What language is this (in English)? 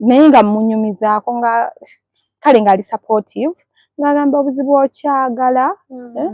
Ganda